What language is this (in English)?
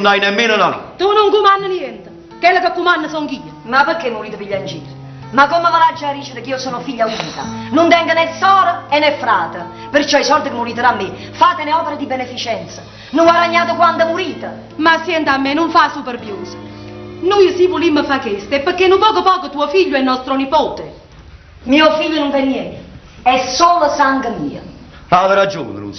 Neapolitan